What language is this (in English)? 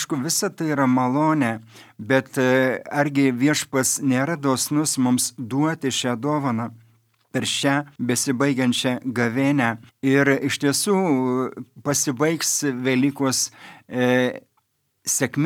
Lithuanian